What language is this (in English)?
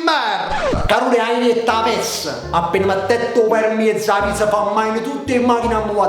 Neapolitan